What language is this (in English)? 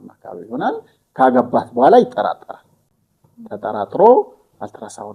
Amharic